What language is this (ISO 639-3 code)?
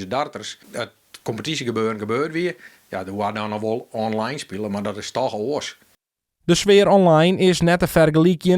fry